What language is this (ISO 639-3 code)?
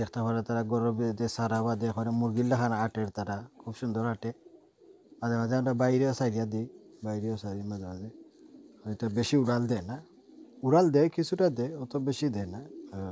syl